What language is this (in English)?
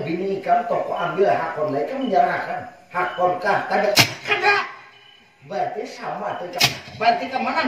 Banjar